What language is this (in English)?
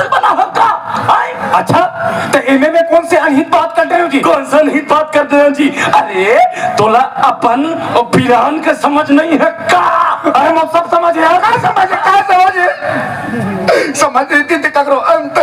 Chhattisgarhi